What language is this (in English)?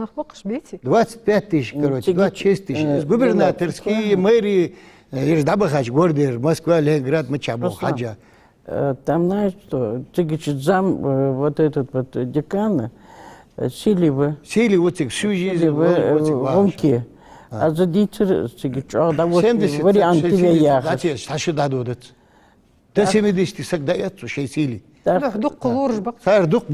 Ingush